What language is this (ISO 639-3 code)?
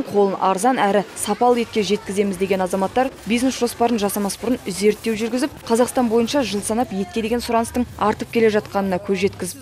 kaz